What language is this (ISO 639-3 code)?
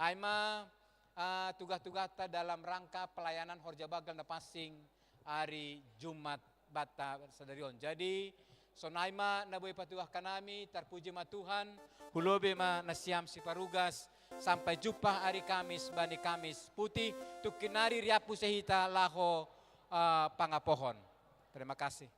bts